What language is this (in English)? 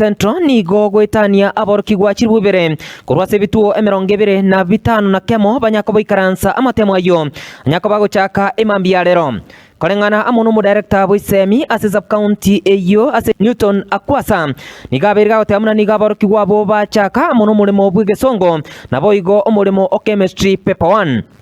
Gusii